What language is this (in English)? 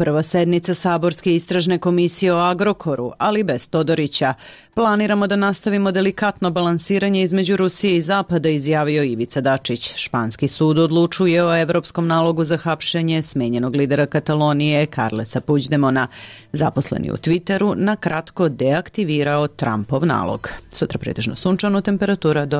Serbian